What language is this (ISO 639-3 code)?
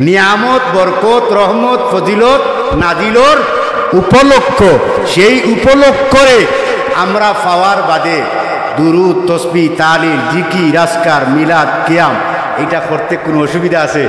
syl